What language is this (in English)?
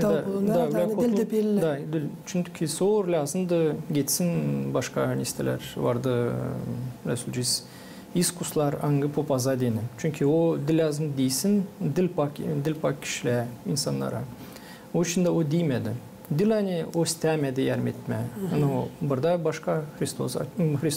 Gagauz